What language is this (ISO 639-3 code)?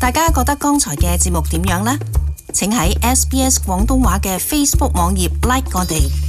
yue